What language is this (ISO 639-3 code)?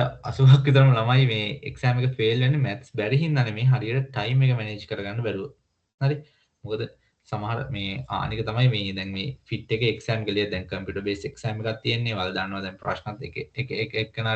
sin